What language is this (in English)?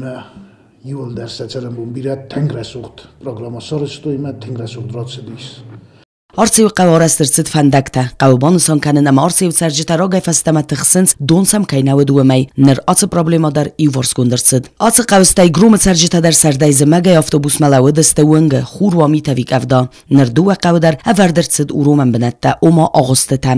Ossetic